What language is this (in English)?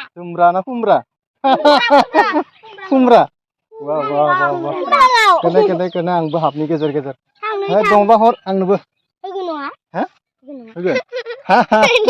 Bodo